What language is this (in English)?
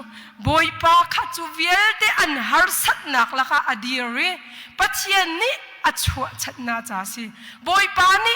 Hakha Chin